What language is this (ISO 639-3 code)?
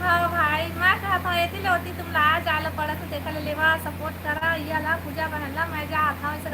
hne